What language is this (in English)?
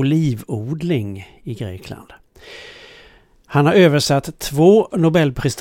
Swedish